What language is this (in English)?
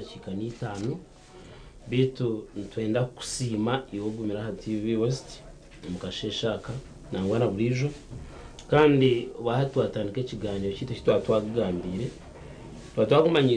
Nyankole